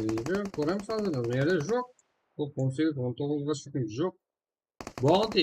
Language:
Kara-Kalpak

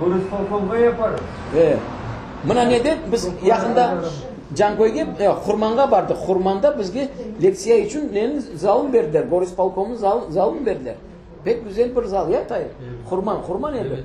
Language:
Crimean Tatar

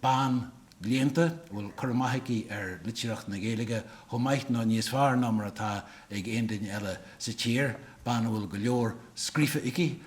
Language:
Irish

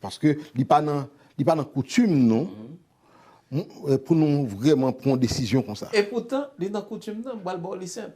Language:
Haitian Creole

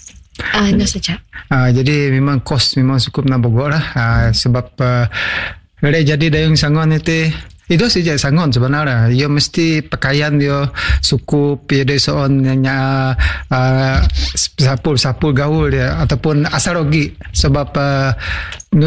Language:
Malay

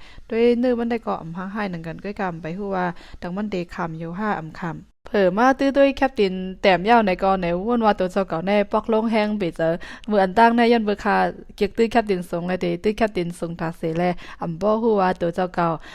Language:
Shan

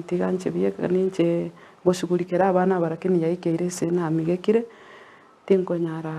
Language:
Gusii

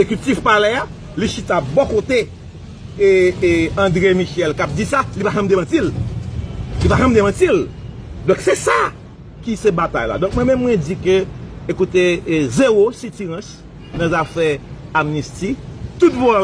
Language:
Haitian Creole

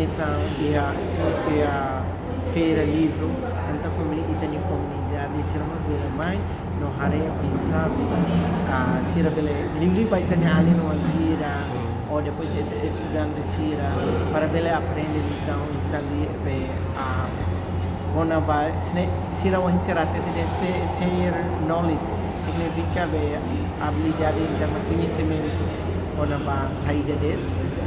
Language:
Tetum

